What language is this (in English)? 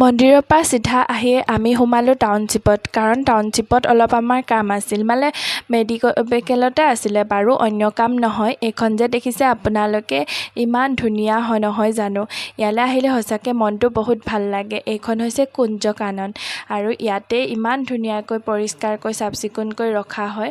Assamese